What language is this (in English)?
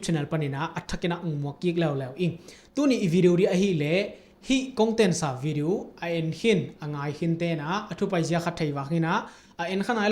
Tedim Chin